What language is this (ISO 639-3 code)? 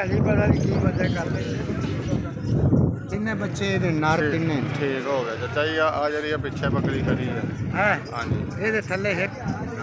pan